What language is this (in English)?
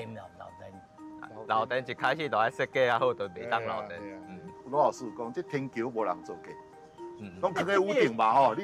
Min Nan Chinese